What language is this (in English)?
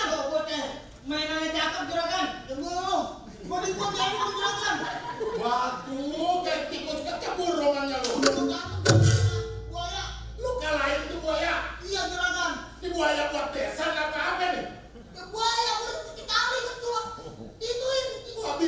Betawi